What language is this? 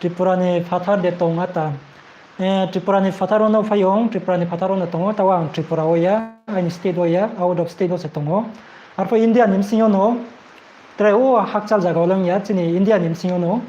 Riang (India)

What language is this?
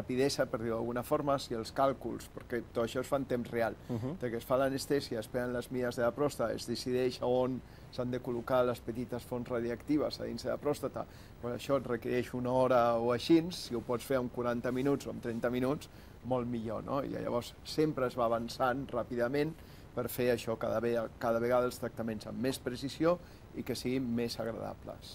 Catalan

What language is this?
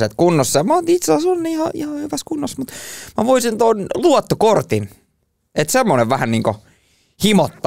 Finnish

